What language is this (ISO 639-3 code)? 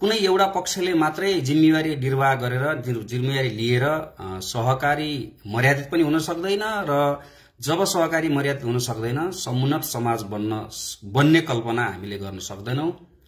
nep